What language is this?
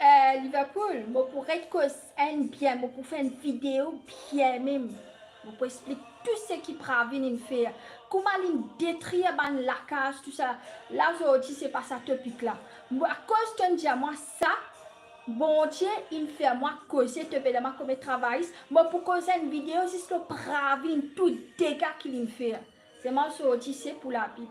Morisyen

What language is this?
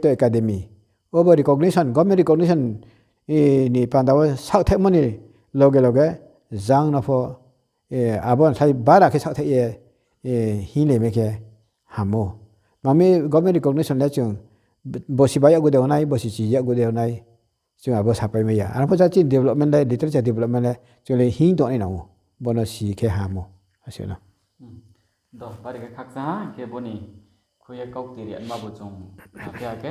Riang (India)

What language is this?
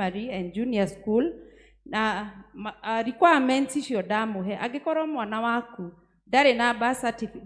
Kikuyu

